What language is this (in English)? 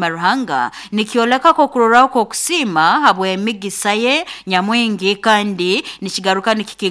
Nyoro